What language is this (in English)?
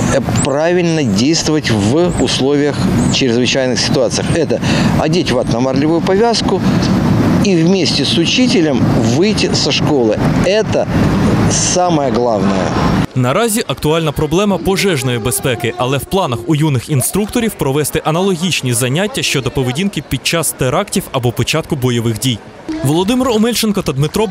Ukrainian